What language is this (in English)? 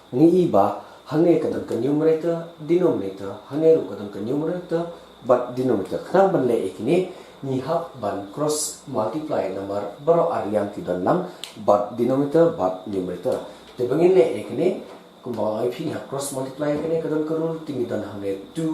Khasi